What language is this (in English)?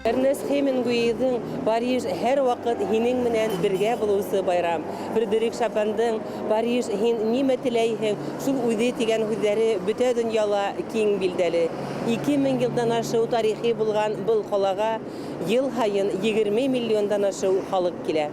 Bashkir